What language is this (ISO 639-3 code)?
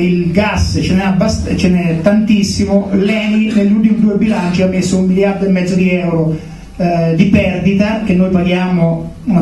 ita